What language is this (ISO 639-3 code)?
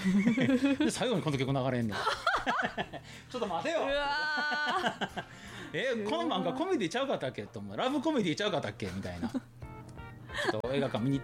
jpn